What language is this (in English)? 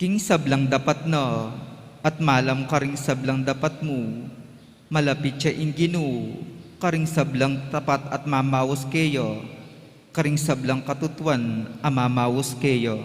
Pampanga